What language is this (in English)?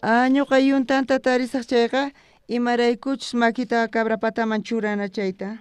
South Bolivian Quechua